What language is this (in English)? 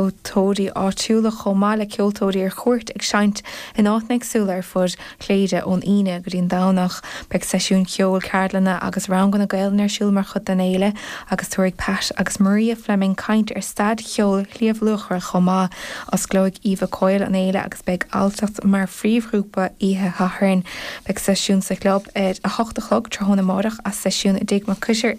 Irish